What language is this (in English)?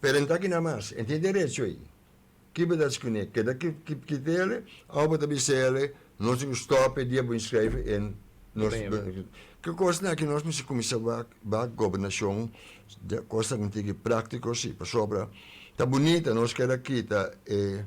Papiamento